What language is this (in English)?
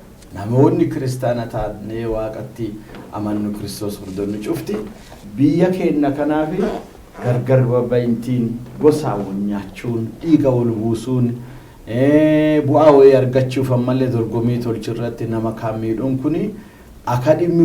Oromo